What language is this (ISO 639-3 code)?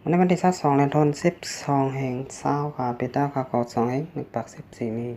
shn